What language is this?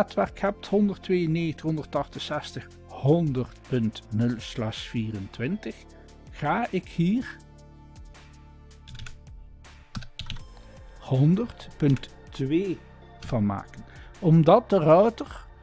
Dutch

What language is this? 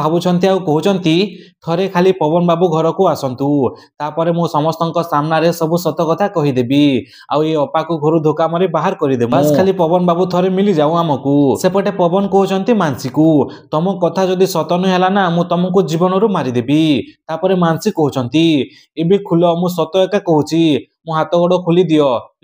Odia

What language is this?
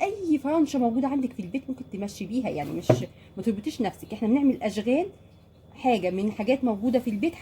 Egyptian Arabic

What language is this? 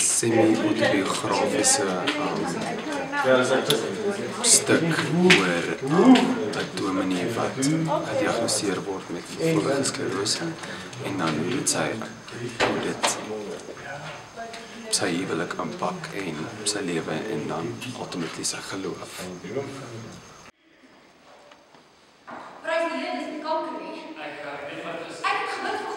Afrikaans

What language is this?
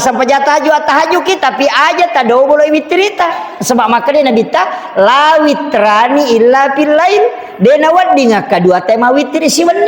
Buginese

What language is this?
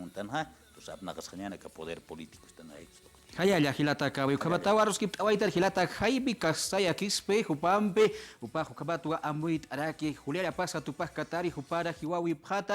Aymara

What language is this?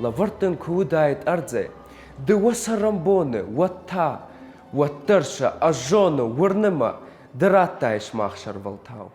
Ossetic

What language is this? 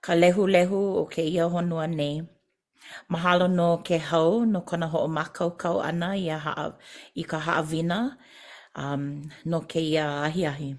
Hawaiian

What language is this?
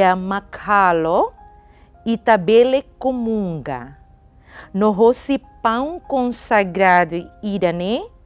Tetum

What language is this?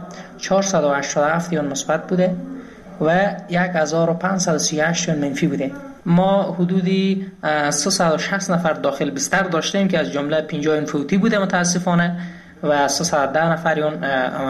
Persian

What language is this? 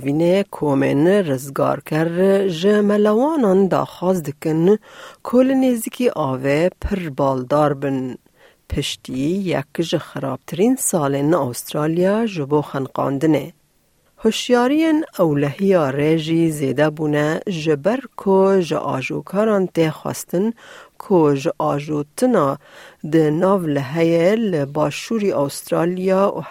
Kurdish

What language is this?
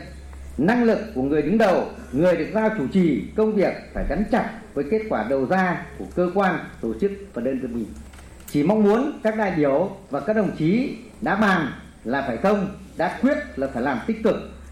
Vietnamese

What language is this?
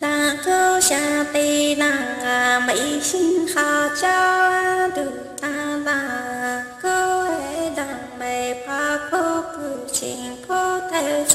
Hmong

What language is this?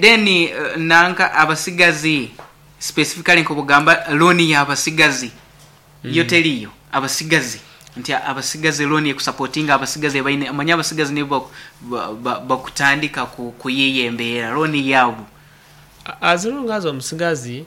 Nyankole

